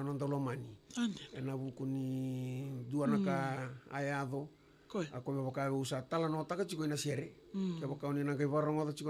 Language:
Fijian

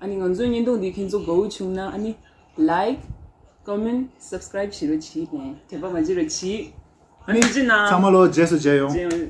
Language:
Tibetan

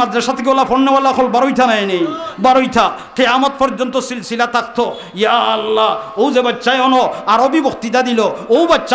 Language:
Sylheti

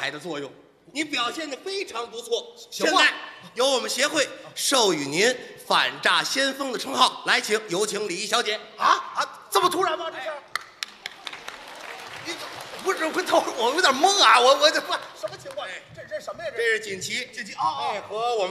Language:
Chinese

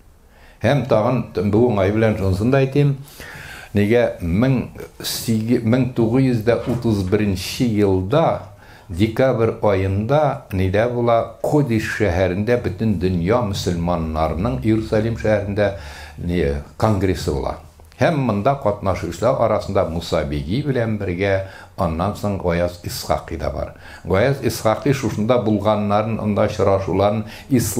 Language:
Tatar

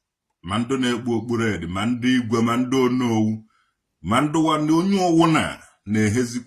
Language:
Igbo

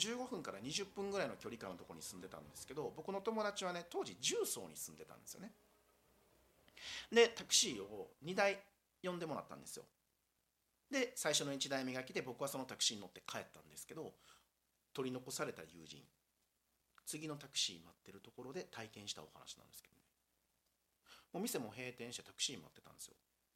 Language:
Japanese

